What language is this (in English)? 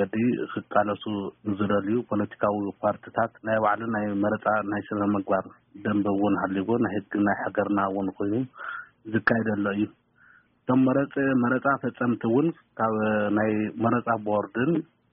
Tigrinya